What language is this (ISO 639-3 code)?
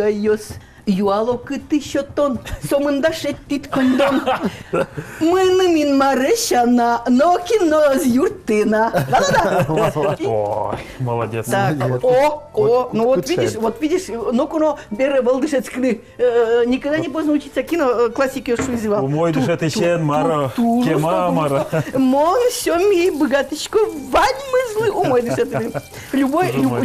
udm